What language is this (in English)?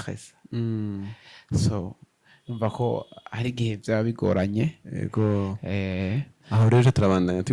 Rundi